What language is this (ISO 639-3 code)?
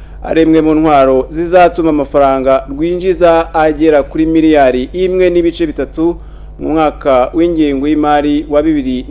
kin